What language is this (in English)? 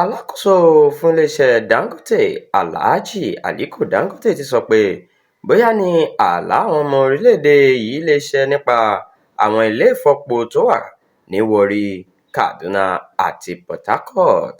Yoruba